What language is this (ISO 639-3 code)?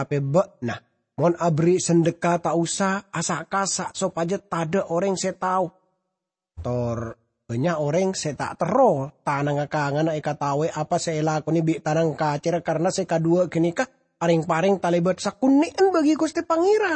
mad